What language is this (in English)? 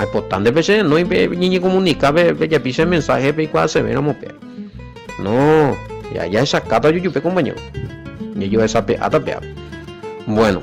Guarani